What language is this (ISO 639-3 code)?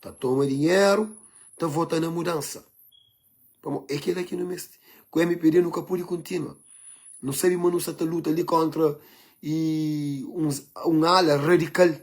kea